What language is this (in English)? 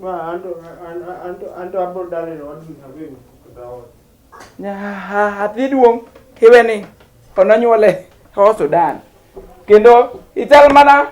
Luo (Kenya and Tanzania)